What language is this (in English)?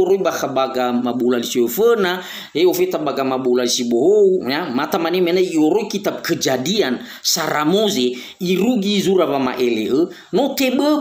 Nias